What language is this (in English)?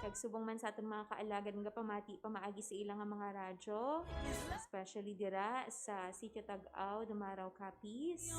Hiligaynon